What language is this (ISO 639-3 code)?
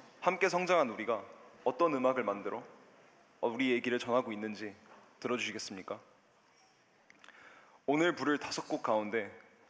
kor